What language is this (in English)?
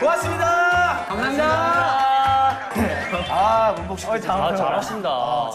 Korean